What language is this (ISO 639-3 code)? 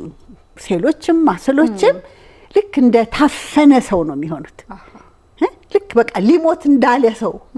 amh